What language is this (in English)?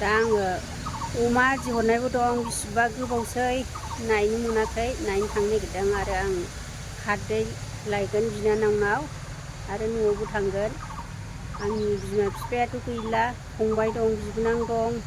Bodo